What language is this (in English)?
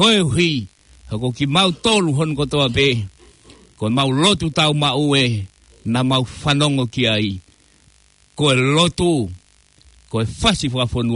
Tongan